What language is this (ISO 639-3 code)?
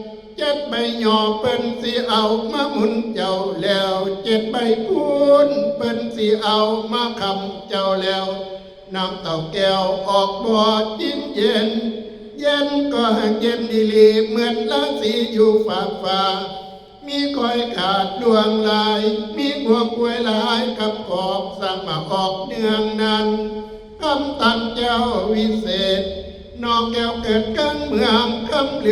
tts